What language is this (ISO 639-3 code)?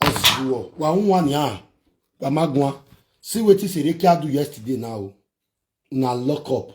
pcm